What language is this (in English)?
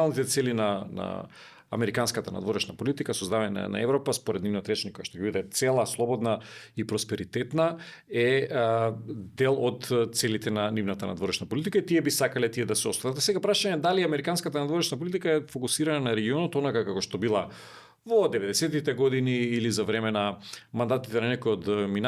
Macedonian